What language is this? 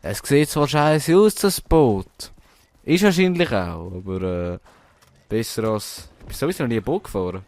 Swiss German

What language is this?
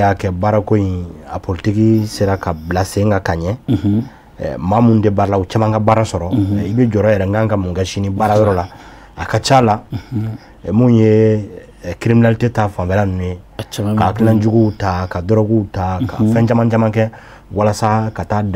Bambara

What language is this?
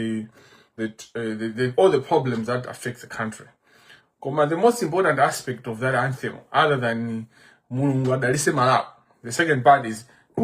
Nyanja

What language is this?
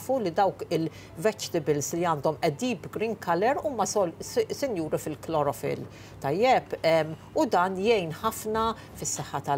Maltese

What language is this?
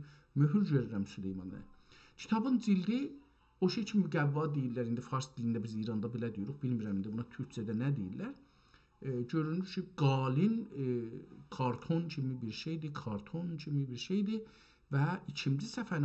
South Azerbaijani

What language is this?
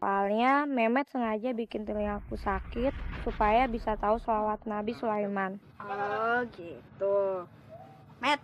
Betawi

